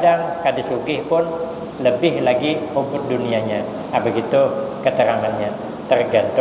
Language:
Banjar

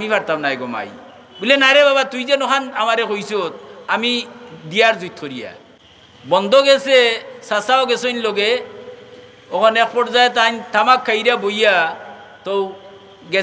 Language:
Sylheti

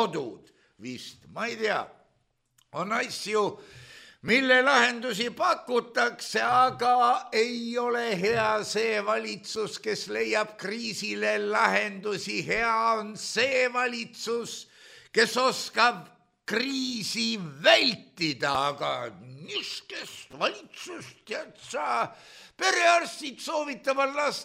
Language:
Estonian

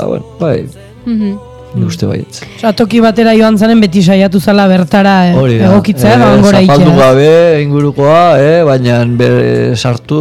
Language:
Basque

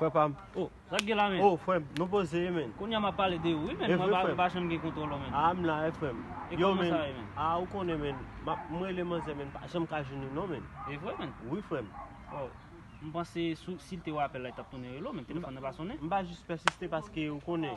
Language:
Haitian Creole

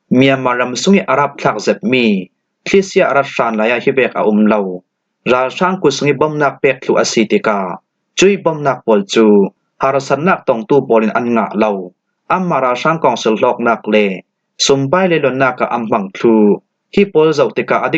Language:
Falam Chin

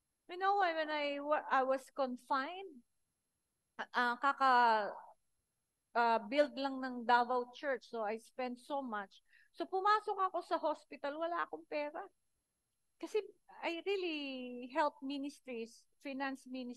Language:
Filipino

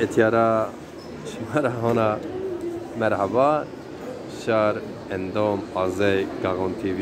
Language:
Zaza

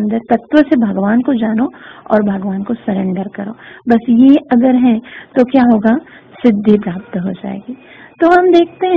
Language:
Hindi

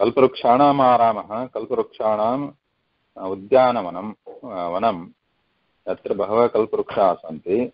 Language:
Sanskrit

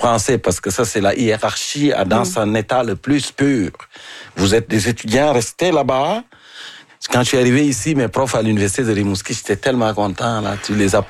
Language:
French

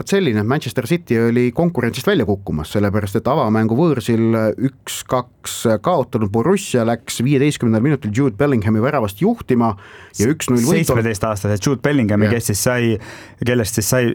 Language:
Estonian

